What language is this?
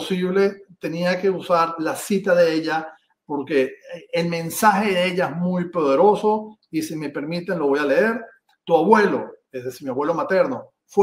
Ladino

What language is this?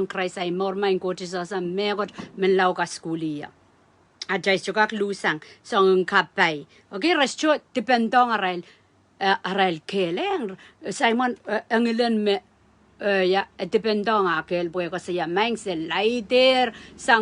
Pohnpeian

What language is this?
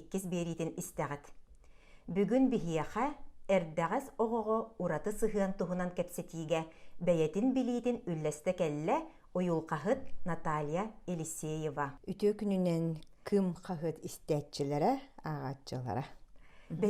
Yakut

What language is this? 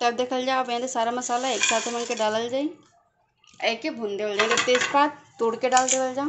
Bhojpuri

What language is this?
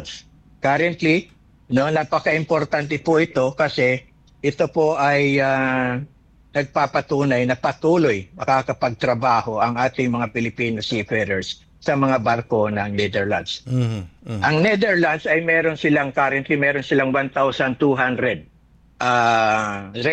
Filipino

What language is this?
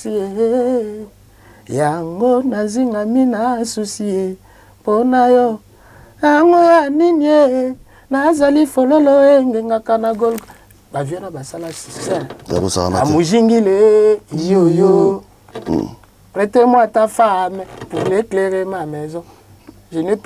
Lingala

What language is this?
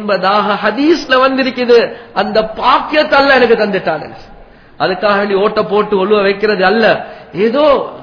Tamil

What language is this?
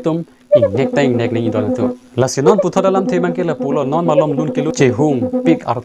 Karbi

